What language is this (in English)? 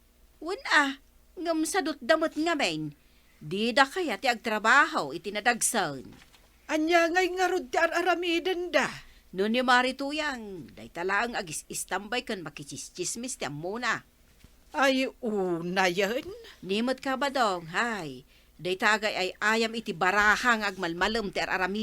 Iloko